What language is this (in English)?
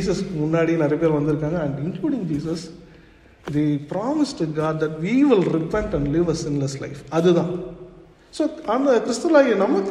Tamil